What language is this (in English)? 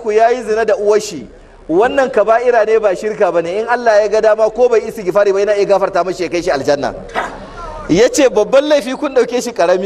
Hausa